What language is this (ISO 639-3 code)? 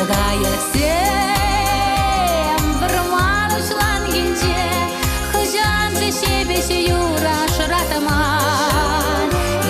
chv